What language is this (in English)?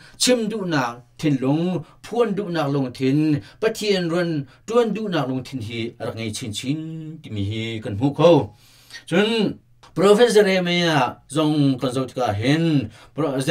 Hakha Chin